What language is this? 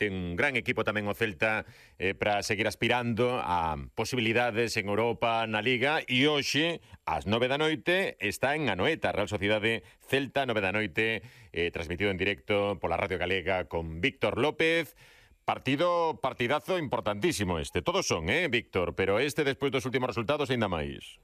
Galician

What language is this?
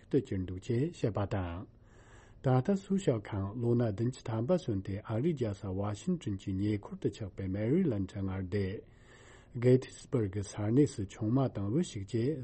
Tibetan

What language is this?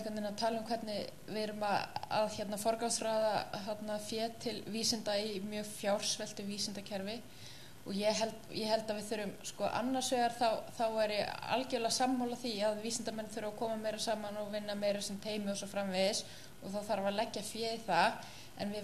Icelandic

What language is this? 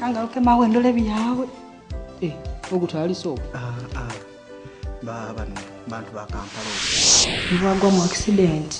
Nyoro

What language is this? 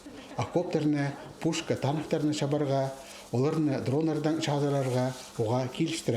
Khakas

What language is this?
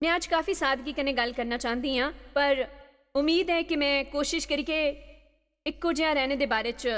Dogri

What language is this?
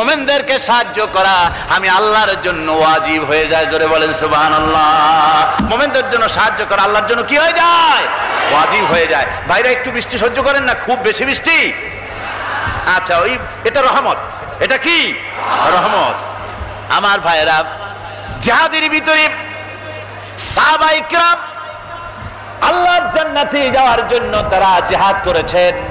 Bangla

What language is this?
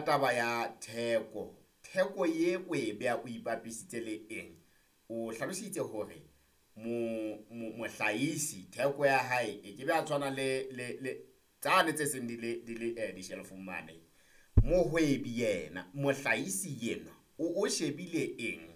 Southern Sotho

